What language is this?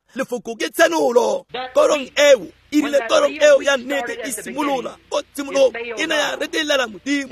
Tswana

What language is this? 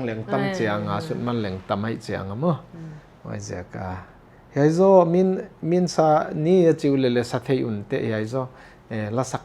Tedim Chin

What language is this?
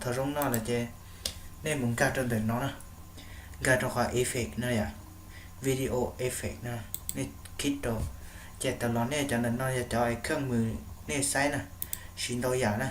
Hmong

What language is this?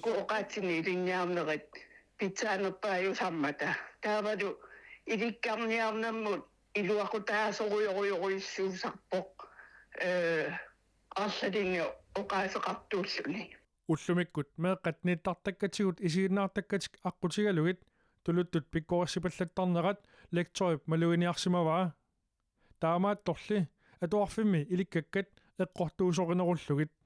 Kalaallisut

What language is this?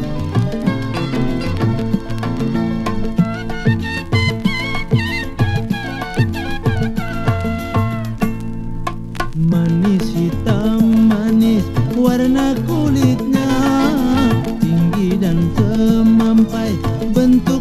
Indonesian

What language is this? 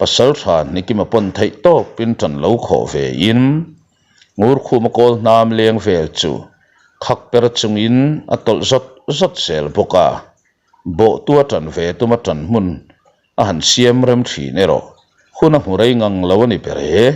Mizo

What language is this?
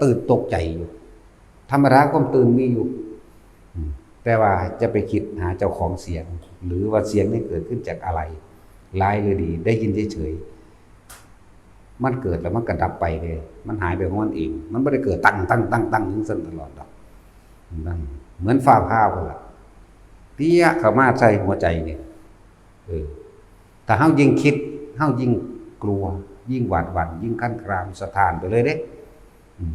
Northeastern Thai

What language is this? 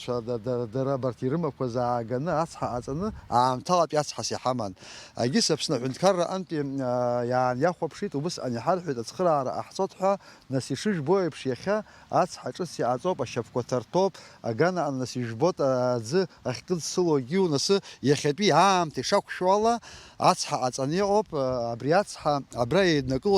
Abkhazian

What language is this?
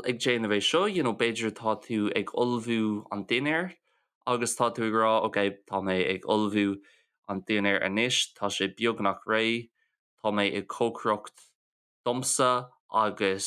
Irish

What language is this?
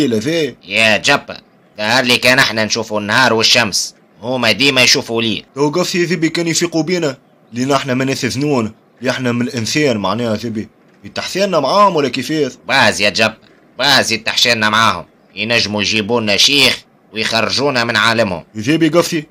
Tunisian Arabic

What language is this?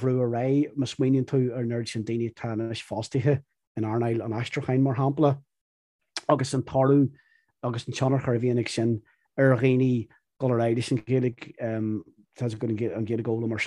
Irish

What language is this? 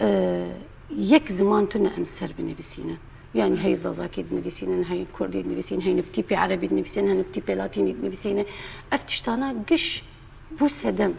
Kurdish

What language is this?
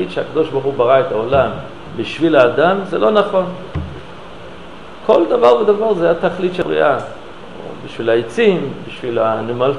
Hebrew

